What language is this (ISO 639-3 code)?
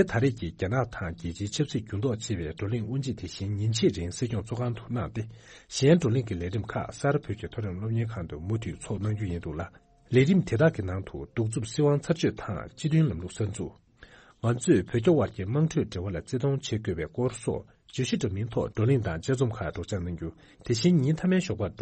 bod